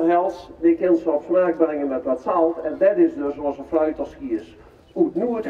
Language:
Limburgish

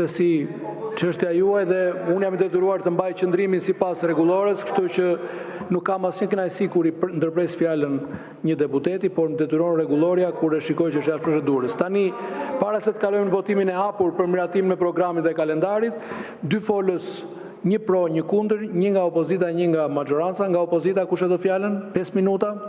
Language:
Albanian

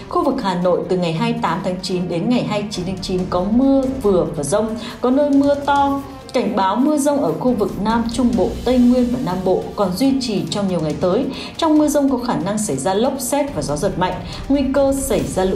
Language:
Vietnamese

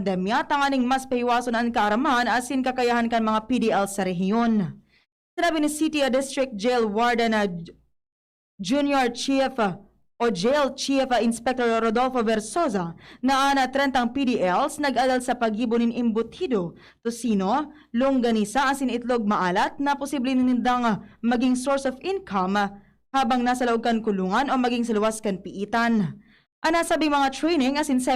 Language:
Bikol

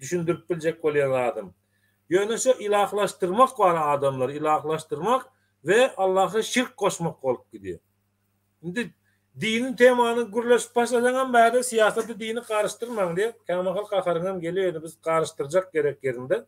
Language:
Turkmen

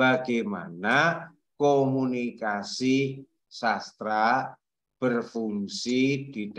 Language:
Indonesian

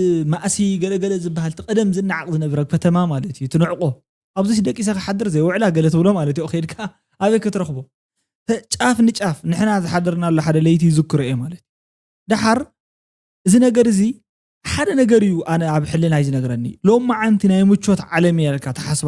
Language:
Tigrinya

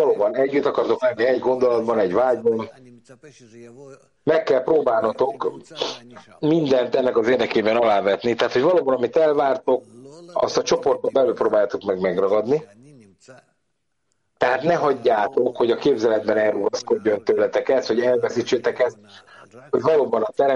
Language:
Hungarian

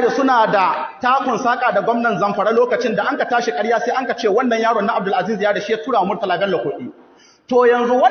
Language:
Hausa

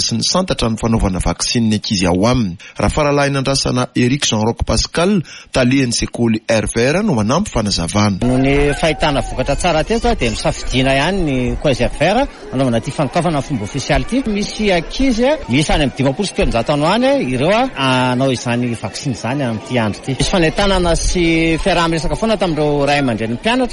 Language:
Malagasy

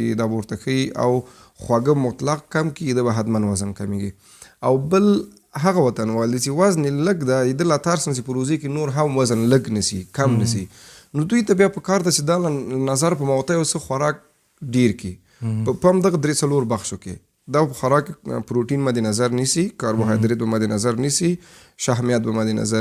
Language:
Pashto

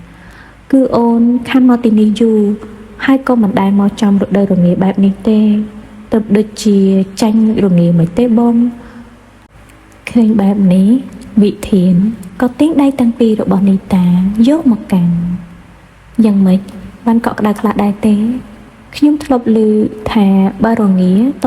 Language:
Khmer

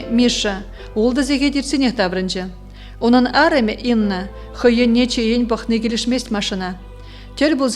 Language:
Chuvash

